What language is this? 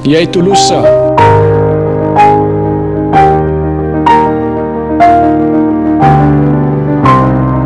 Malay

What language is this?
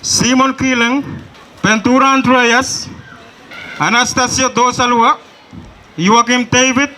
Pohnpeian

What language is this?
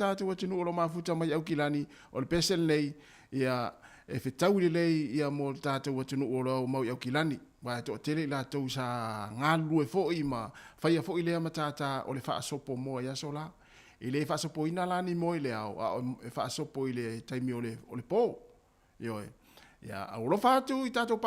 Samoan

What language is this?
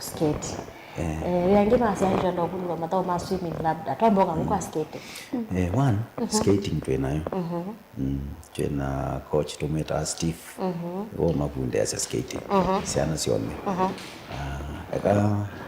Kamba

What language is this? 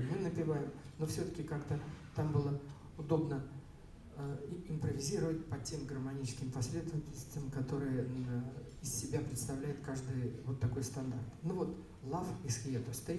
Russian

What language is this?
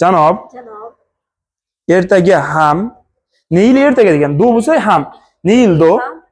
Uzbek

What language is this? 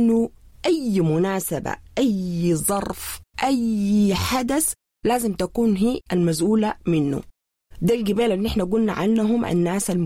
Sudanese Arabic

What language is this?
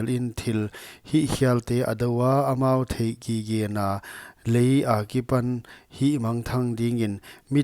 Paite Chin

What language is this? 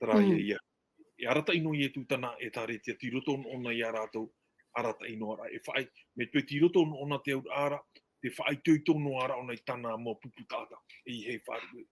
Tahitian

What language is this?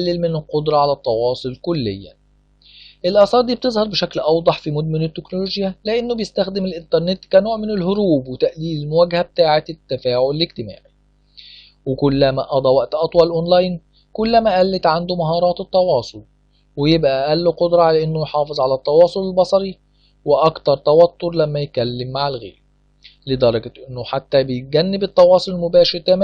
Egyptian Arabic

